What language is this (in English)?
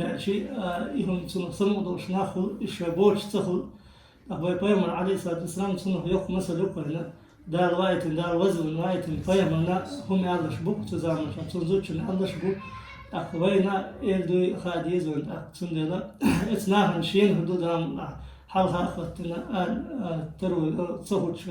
Chechen